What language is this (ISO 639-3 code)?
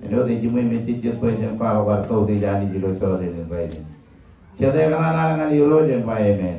mah